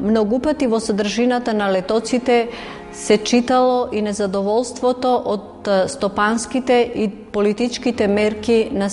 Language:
Macedonian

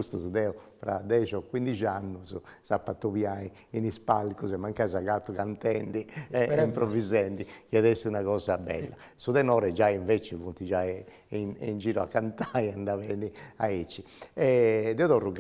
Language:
Sardinian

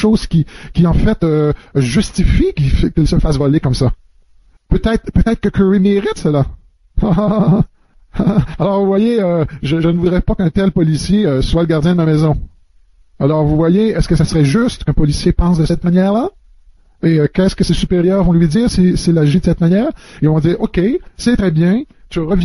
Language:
French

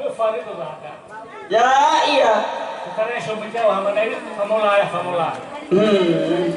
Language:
Nias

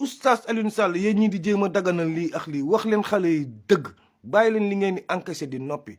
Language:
Wolof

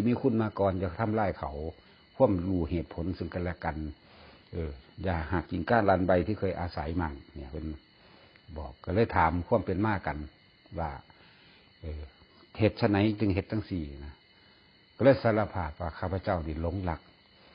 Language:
Lao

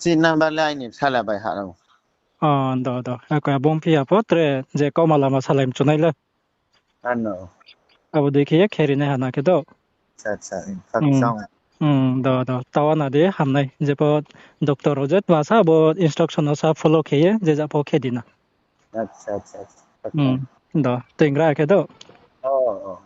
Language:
Riang (India)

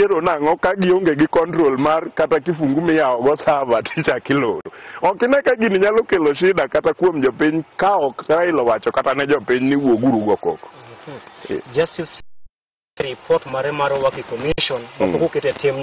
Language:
Luo (Kenya and Tanzania)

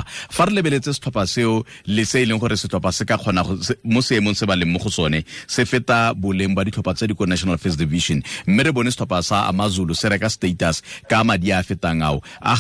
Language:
Tswana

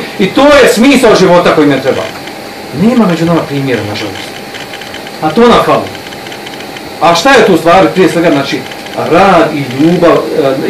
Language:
Bosnian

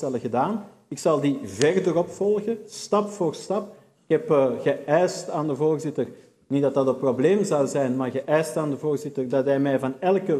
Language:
Dutch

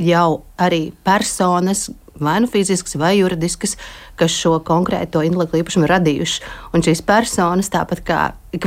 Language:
Latvian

